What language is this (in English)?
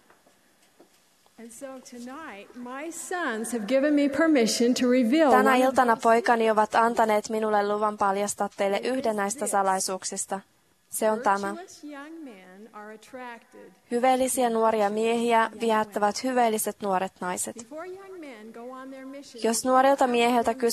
Finnish